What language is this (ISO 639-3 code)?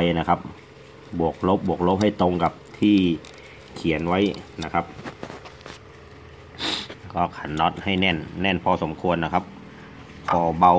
tha